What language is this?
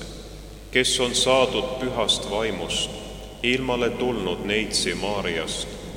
Estonian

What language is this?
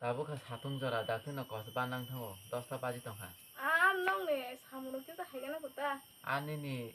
Kok Borok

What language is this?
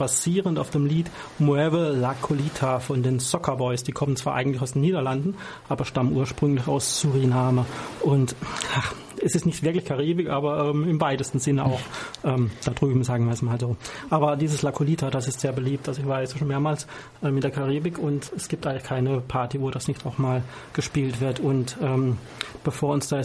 German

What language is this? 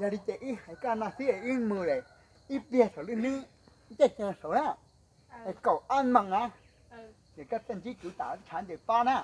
Hmong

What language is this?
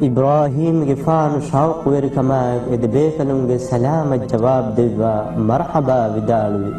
Divehi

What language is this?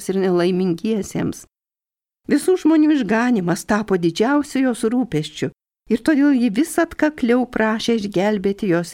Lithuanian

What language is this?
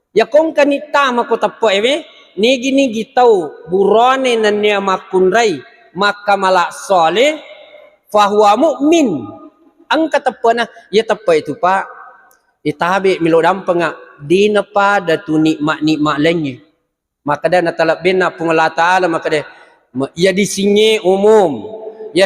Buginese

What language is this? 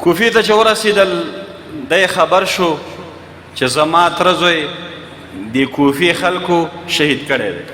Pashto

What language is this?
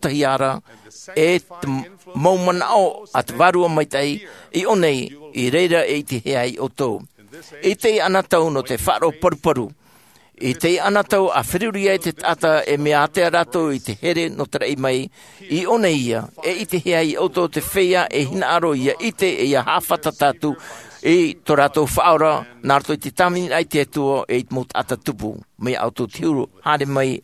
Tahitian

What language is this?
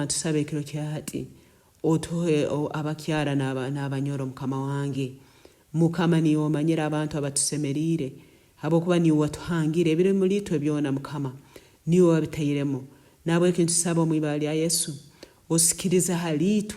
Nyankole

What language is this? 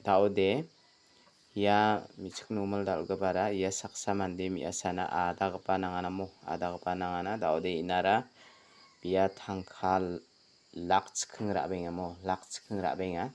Garo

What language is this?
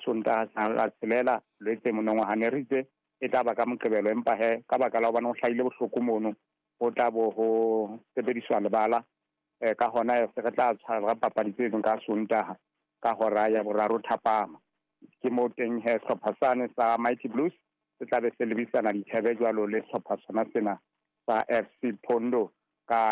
Southern Sotho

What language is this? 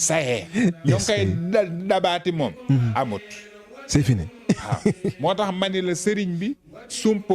Wolof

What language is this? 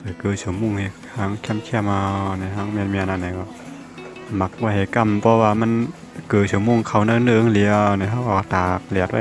Shan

